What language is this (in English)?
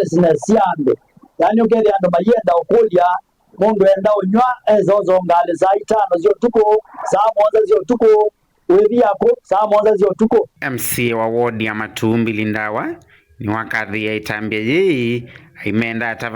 Kamba